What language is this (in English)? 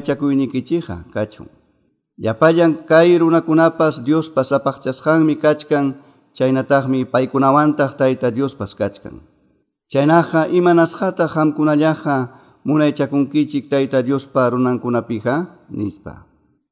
Quechua